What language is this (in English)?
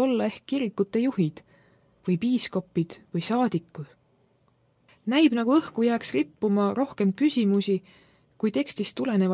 Estonian